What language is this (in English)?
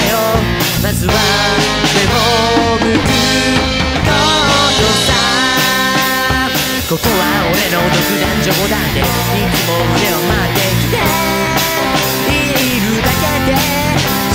Japanese